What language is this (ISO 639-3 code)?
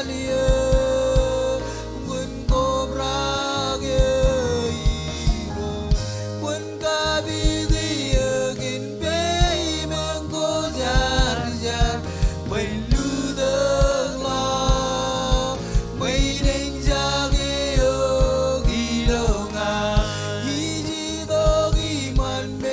mah